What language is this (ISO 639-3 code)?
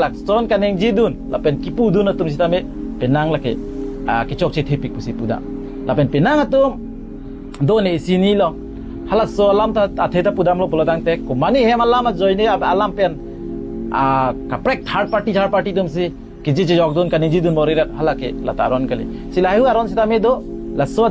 mjw